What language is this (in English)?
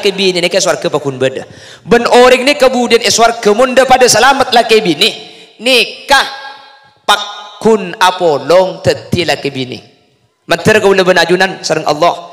Madurese